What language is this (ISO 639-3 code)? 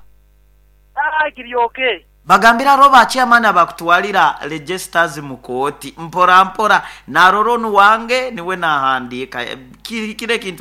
nyo